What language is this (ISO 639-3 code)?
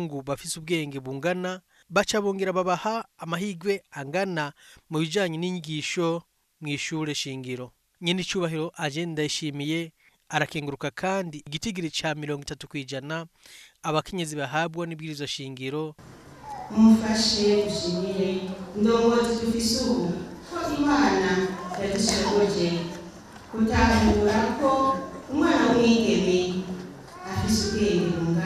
run